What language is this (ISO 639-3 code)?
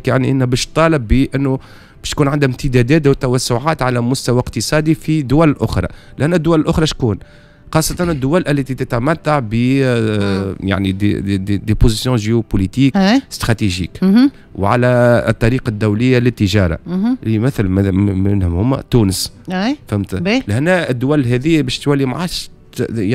aeb